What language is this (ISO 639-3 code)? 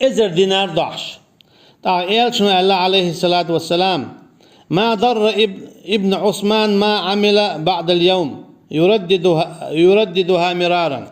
che